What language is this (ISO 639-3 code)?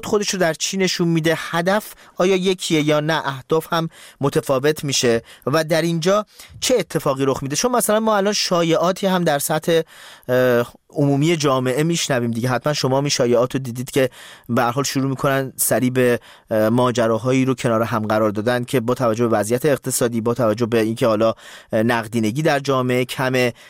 fas